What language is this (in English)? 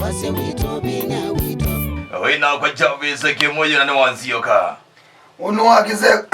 Kamba